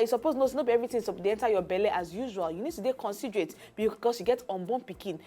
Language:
Nigerian Pidgin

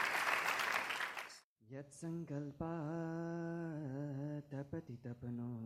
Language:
Gujarati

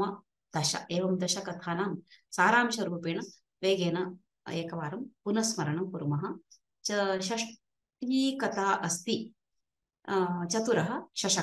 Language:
Sanskrit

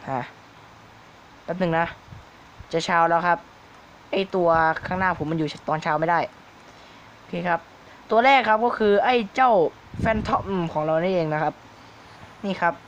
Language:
Thai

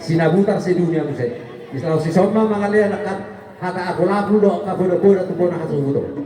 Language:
Batak Toba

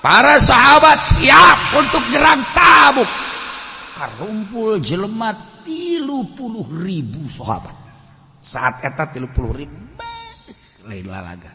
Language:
Sundanese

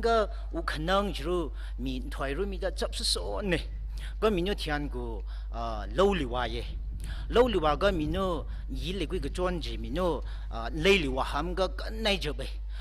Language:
Tangkhul Naga (India)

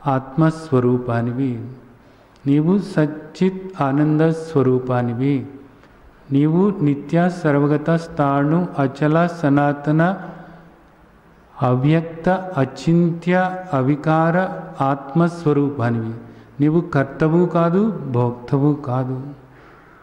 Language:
Telugu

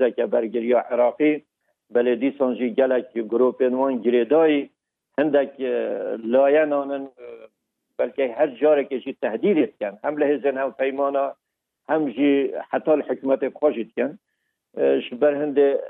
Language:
Kurdish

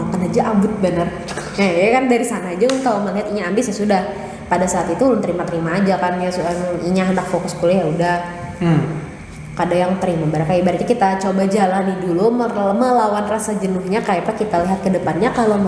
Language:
Banjar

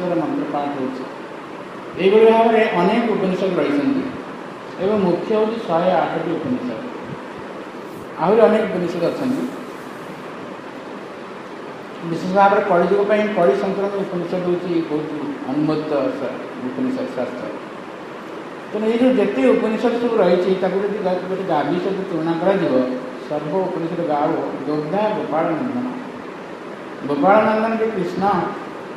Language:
Odia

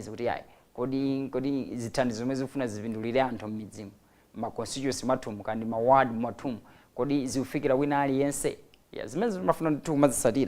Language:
Nyanja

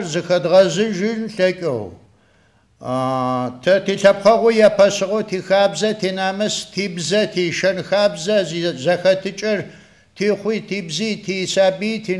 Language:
Adyghe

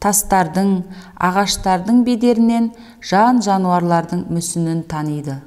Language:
Kazakh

